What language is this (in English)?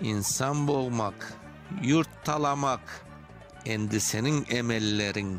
Crimean Tatar